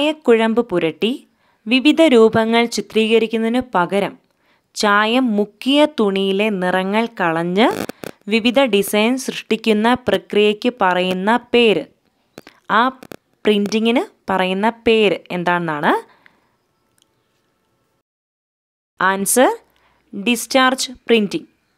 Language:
Malayalam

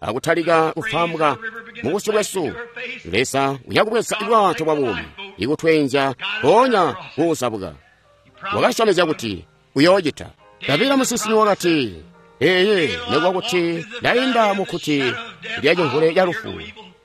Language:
Tonga (Zambia)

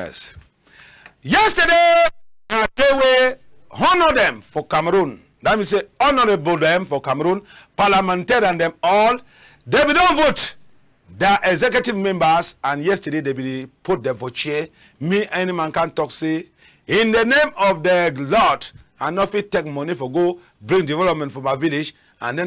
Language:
Cameroon Pidgin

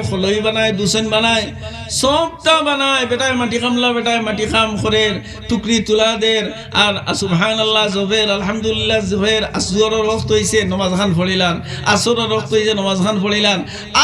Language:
Sylheti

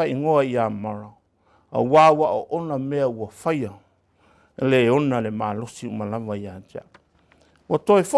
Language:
Samoan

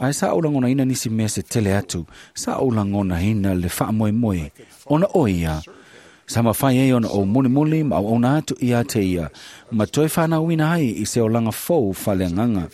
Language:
Samoan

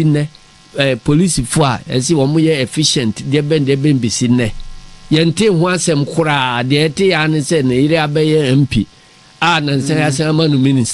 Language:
Akan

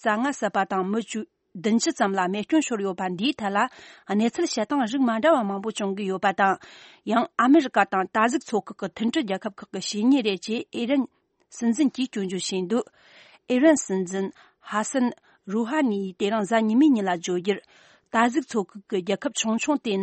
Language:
Tibetan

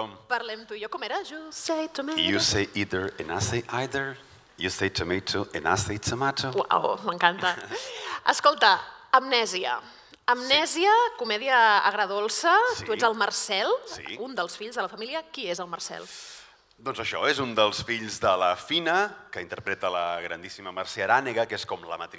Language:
Catalan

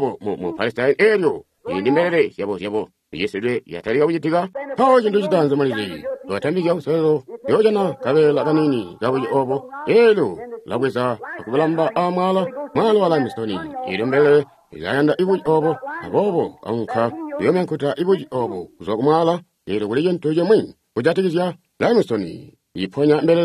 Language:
Tonga (Zambia)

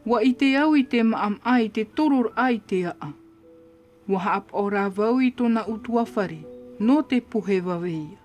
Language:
Tahitian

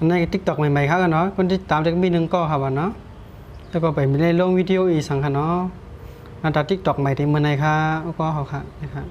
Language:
Shan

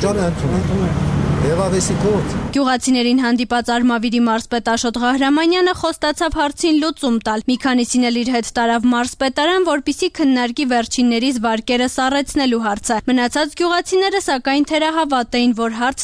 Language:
Armenian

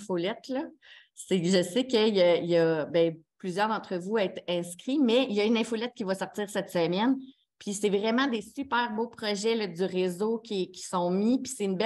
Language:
French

